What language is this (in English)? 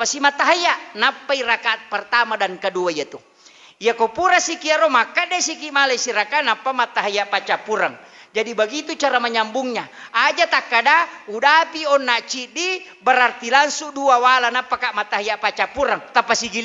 Buginese